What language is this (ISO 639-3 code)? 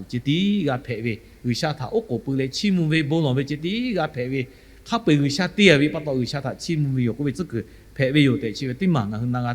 lhu